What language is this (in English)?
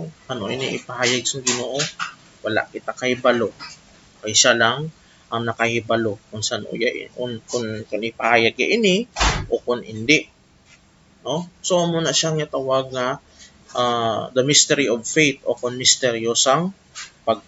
Hiligaynon